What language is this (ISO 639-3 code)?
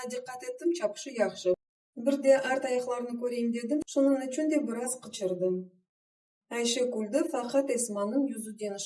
crh